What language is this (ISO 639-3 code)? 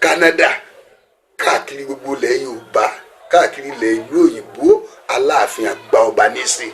yor